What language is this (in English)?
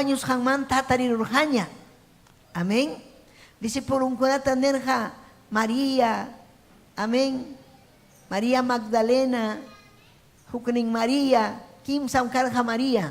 Ayacucho Quechua